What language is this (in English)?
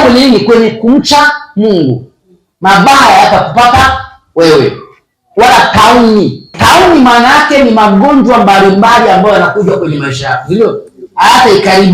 Swahili